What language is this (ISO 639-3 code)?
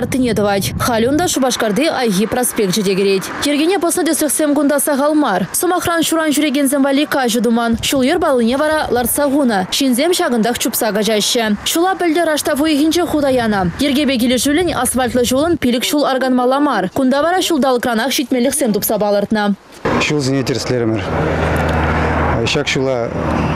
chv